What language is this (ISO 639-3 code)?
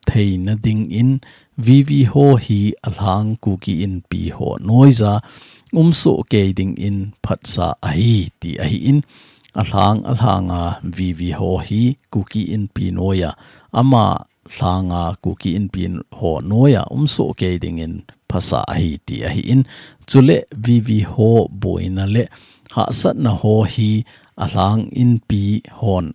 tcz